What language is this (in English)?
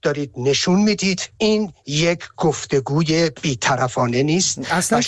Persian